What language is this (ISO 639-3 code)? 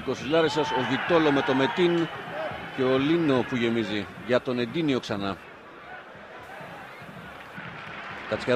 ell